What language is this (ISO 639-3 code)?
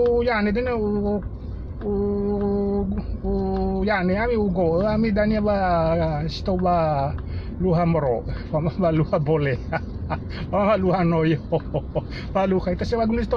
nia